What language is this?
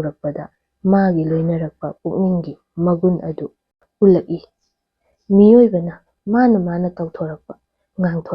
Manipuri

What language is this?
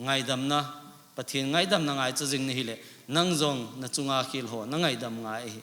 Thado Chin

